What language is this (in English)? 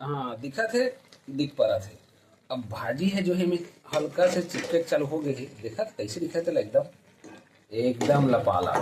Chhattisgarhi